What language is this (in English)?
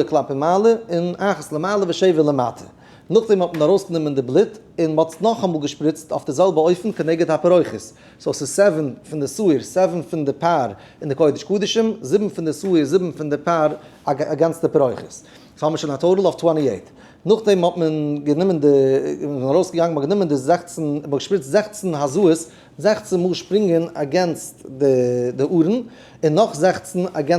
Yiddish